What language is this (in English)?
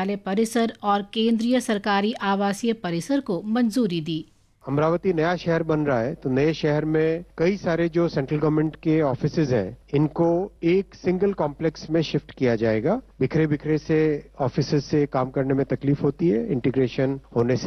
Hindi